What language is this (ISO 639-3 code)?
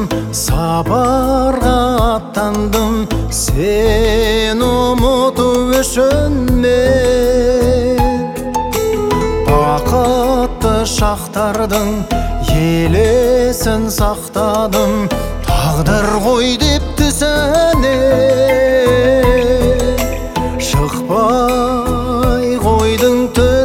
kaz